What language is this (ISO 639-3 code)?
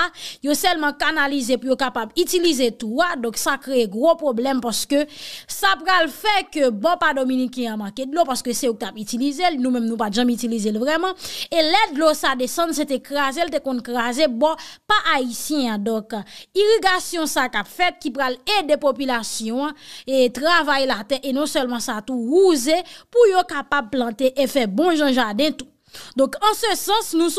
hat